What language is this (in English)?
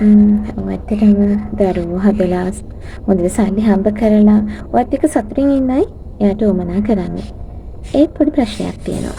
Sinhala